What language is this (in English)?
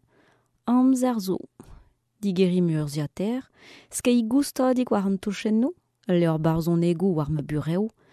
Breton